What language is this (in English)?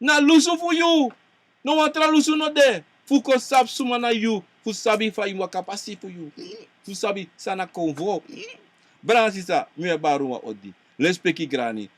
Sranan Tongo